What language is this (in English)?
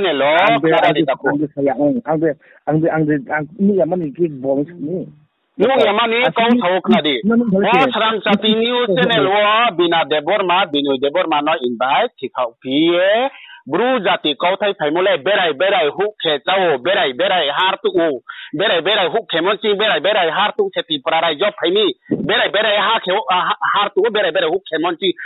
Riang (India)